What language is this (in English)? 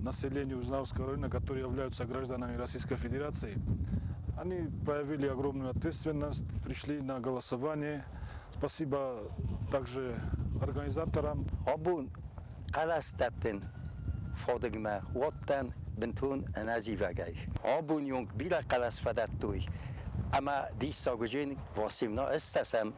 Ossetic